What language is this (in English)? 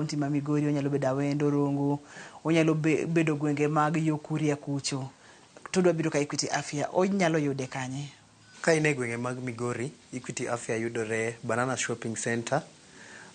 Luo (Kenya and Tanzania)